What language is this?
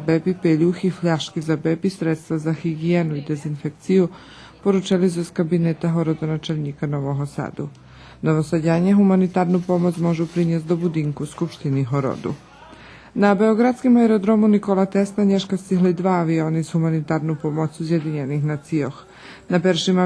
Rusyn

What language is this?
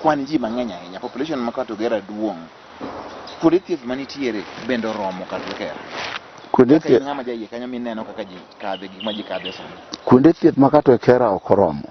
Luo (Kenya and Tanzania)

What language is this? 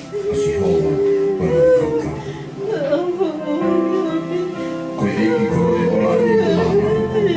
Tongan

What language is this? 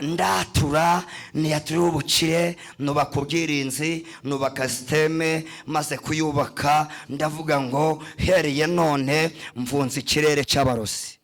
Kinyarwanda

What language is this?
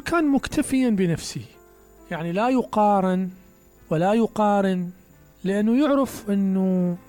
Mesopotamian Arabic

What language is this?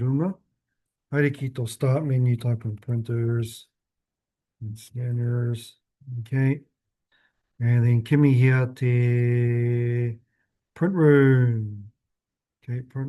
Māori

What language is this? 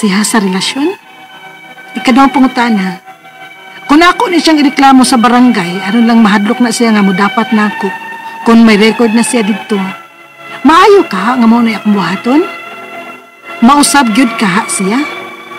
Cebuano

